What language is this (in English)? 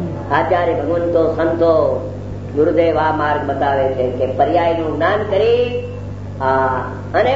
Gujarati